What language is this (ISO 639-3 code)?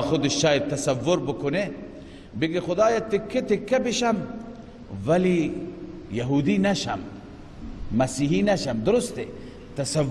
fas